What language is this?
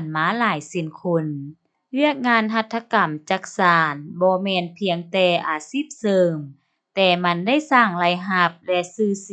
Lao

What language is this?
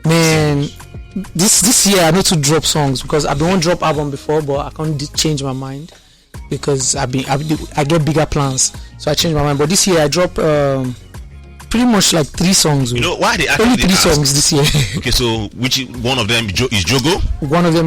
Nigerian Pidgin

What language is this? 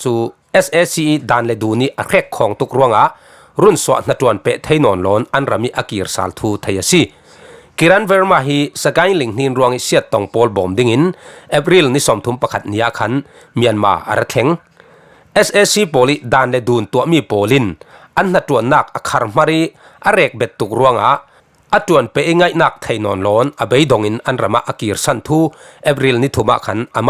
Falam Chin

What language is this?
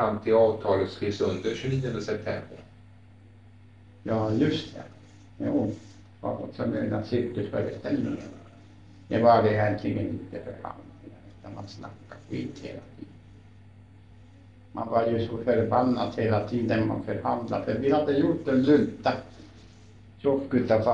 Swedish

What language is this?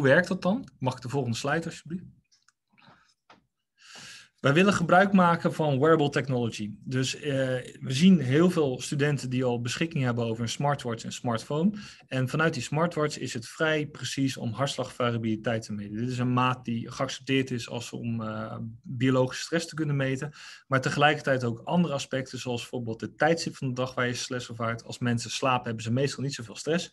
Dutch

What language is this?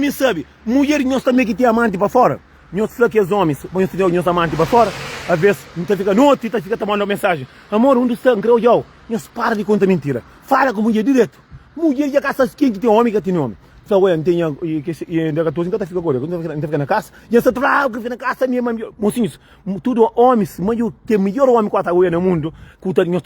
Kabuverdianu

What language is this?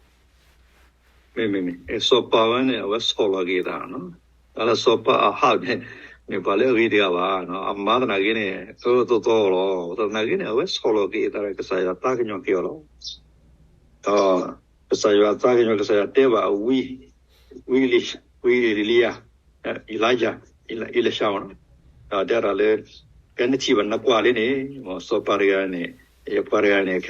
S'gaw Karen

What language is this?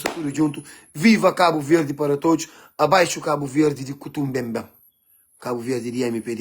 Kabuverdianu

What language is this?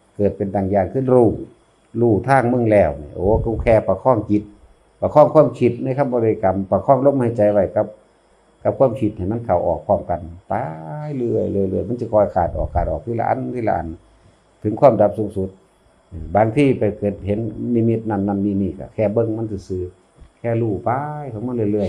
Northeastern Thai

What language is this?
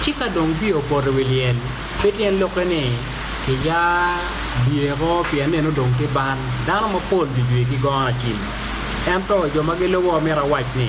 Acoli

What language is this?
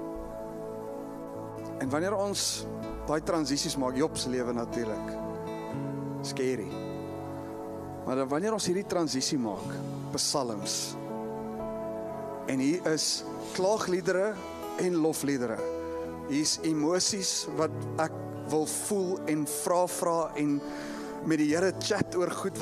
Afrikaans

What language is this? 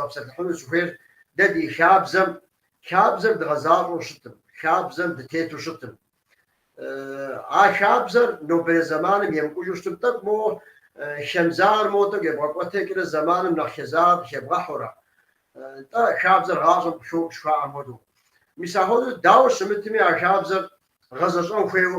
Kabardian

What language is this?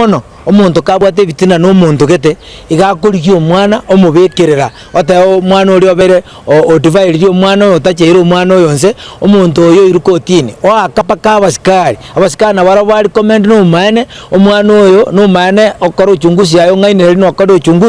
Gusii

